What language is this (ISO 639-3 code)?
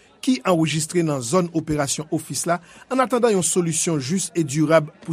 hat